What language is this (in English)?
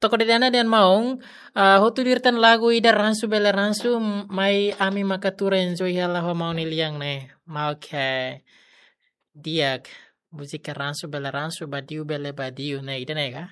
Tetum